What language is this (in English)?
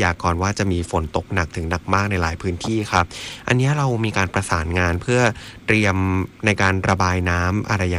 Thai